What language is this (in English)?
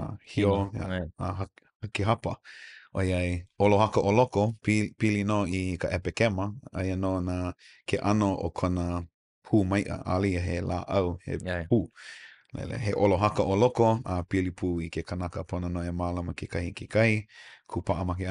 Hawaiian